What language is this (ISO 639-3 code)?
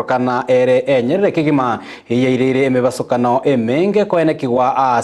guz